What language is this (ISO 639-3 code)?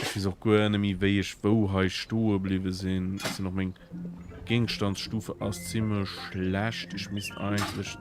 ltz